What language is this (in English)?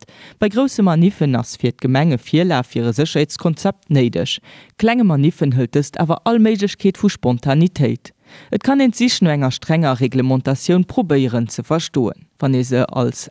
Luxembourgish